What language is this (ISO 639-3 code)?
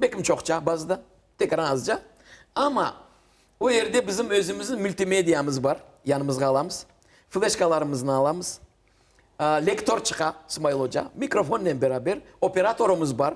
crh